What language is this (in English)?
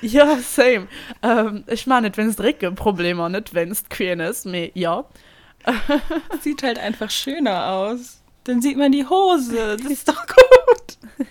Luxembourgish